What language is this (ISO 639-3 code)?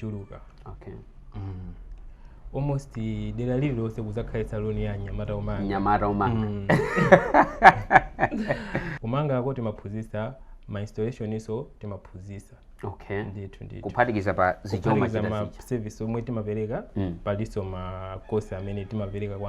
nya